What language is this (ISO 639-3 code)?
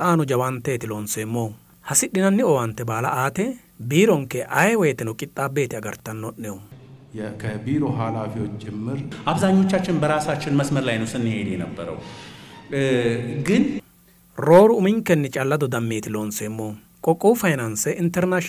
sid